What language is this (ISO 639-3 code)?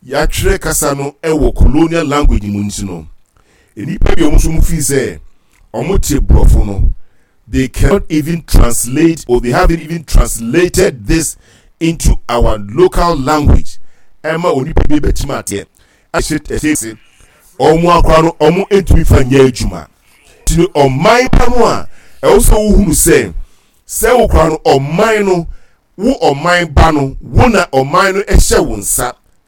aka